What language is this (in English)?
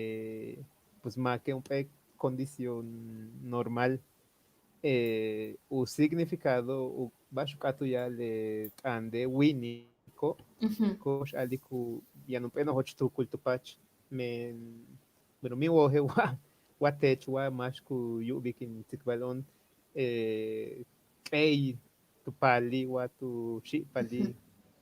Yucateco